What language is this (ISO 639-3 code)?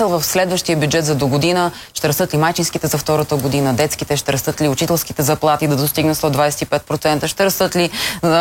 bul